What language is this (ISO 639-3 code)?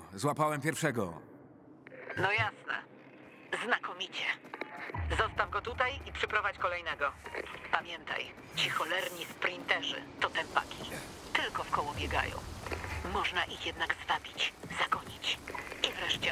pol